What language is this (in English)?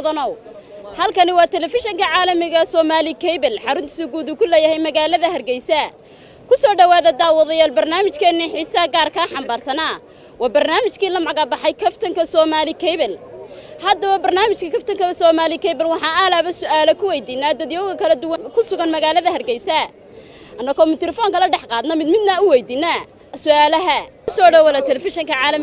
Somali